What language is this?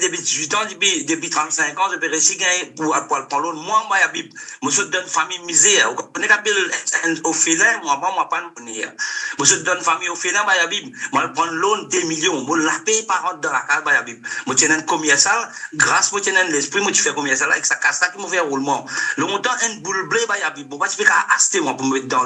Morisyen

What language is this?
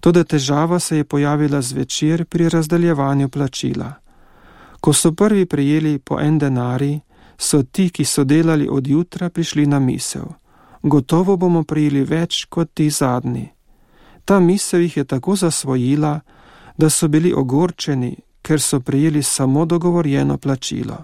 Slovenian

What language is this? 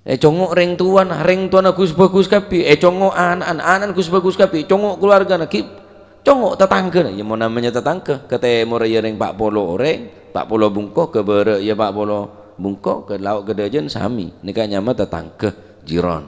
Madurese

